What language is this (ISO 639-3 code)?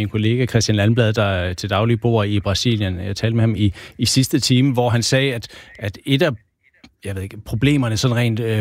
dan